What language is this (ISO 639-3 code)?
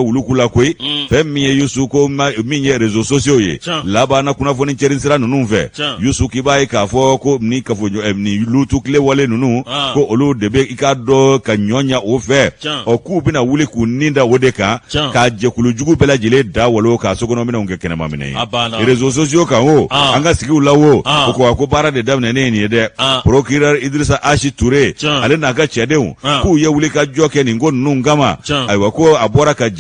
bam